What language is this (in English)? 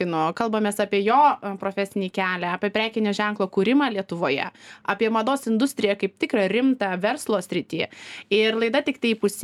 Lithuanian